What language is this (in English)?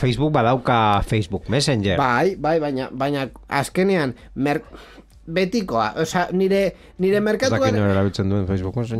Basque